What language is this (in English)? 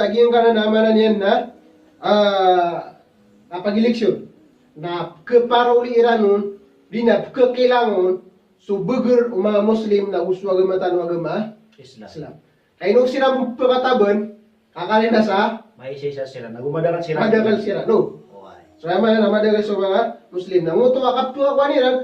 Maranao